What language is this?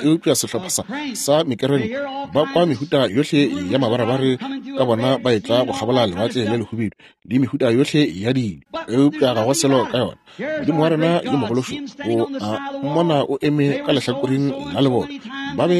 Northern Sotho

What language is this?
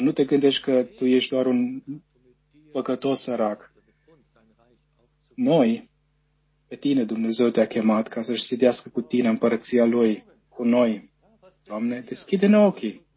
Romanian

